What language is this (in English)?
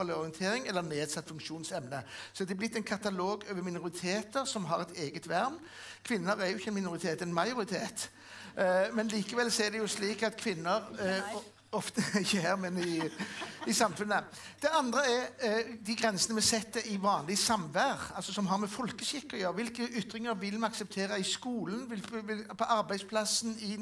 Norwegian